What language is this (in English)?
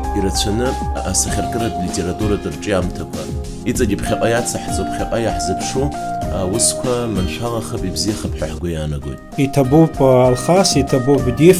Abkhazian